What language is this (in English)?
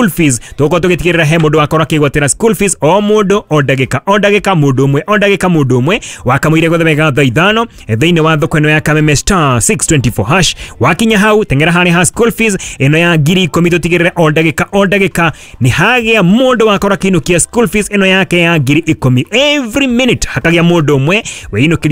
Kikuyu